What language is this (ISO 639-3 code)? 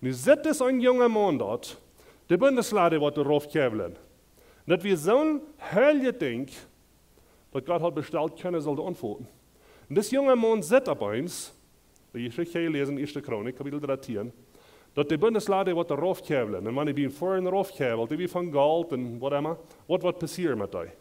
pdt